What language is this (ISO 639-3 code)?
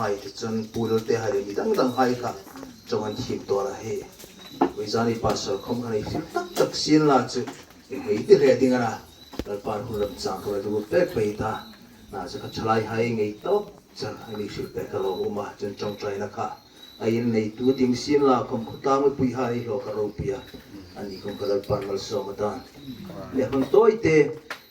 hmr